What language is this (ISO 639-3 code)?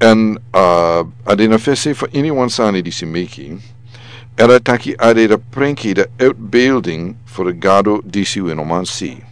srn